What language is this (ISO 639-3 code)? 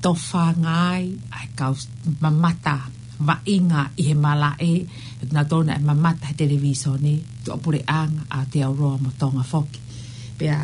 ton